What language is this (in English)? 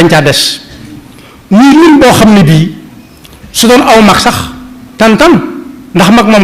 Wolof